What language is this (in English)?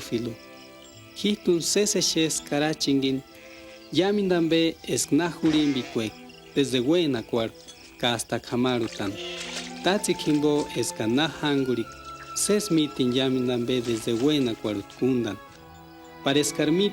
Purepecha